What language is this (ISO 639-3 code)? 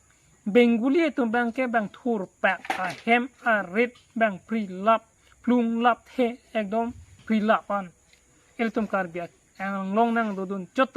mjw